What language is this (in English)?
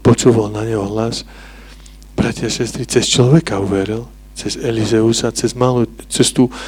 Slovak